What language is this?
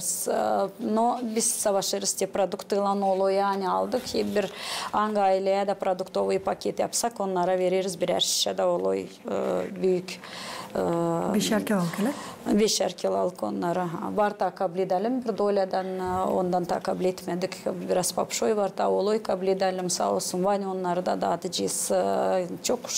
Gagauz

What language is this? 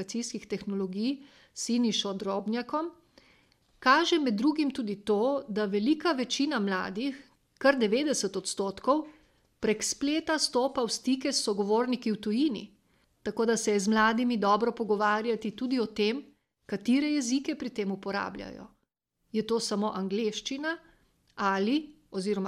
Slovenian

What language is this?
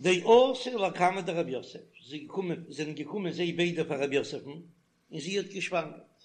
Yiddish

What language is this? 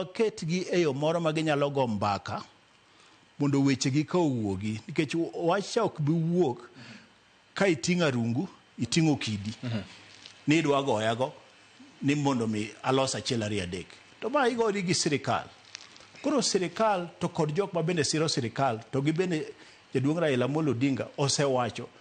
Luo (Kenya and Tanzania)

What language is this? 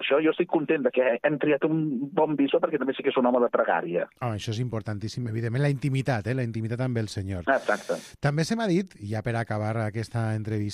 Catalan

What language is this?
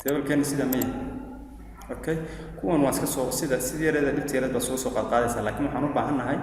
Somali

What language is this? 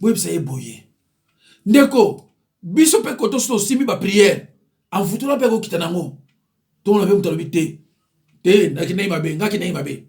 Lingala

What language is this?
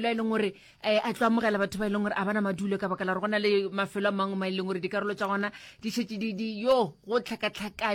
Northern Sotho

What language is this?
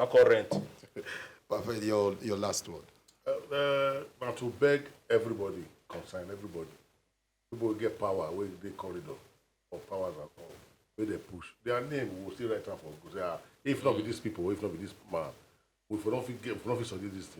Nigerian Pidgin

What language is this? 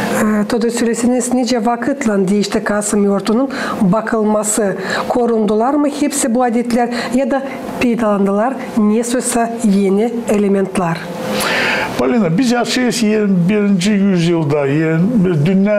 Gagauz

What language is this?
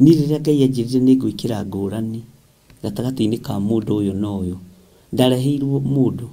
Kikuyu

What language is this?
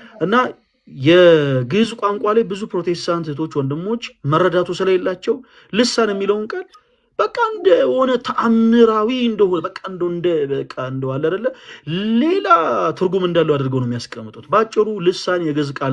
Amharic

